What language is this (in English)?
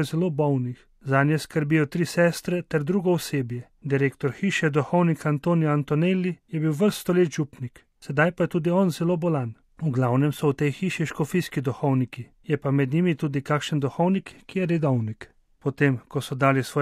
Slovenian